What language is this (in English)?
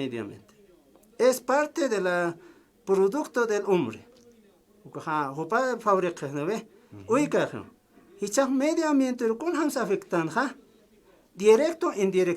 Aymara